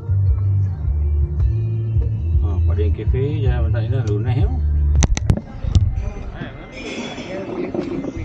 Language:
Malay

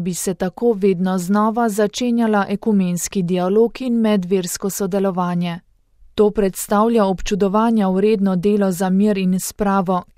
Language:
Slovenian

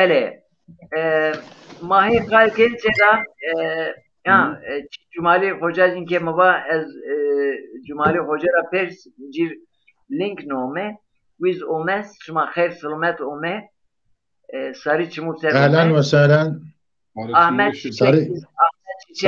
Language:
Zaza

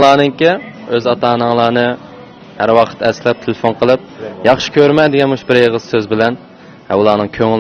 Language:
Uyghur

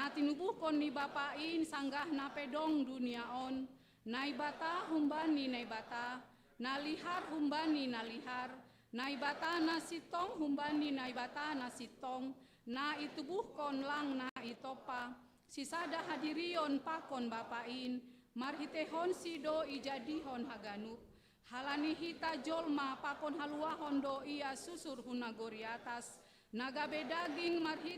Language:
Batak Simalungun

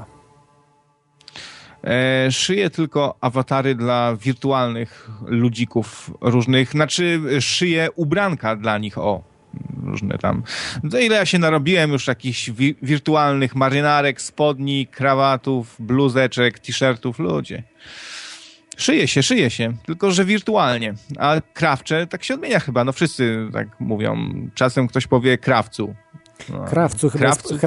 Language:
Polish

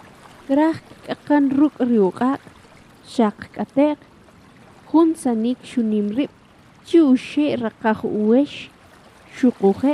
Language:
Kʼicheʼ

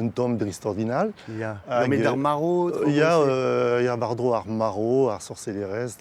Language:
Breton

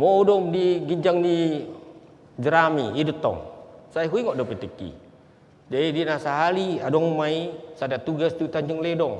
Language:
Batak Toba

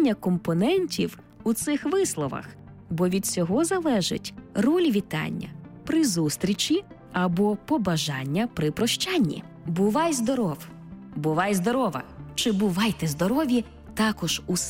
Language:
Ukrainian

